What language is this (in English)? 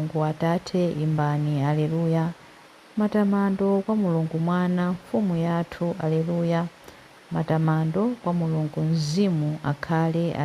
Nyanja